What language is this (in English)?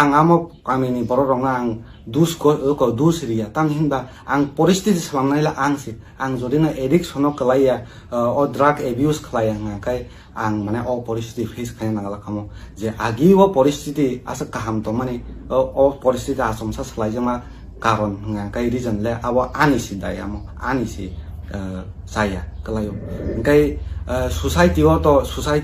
Kok Borok